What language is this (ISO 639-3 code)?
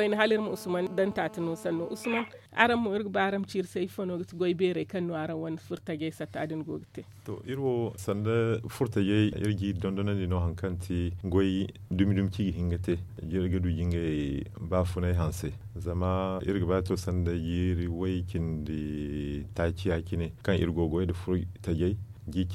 dje